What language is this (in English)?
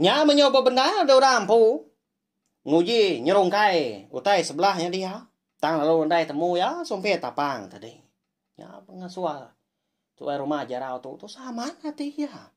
Iban